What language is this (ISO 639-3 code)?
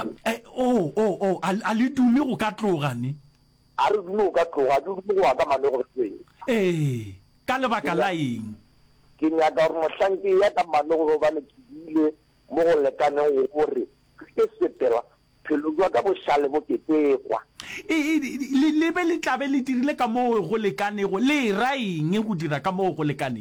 nso